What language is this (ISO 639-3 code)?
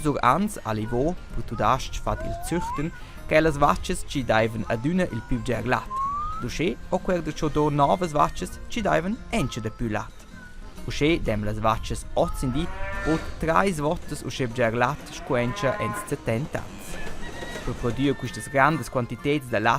roh